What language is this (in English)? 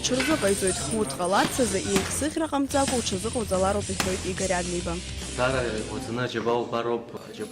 Abkhazian